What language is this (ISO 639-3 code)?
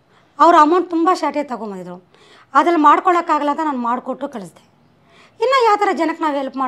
kan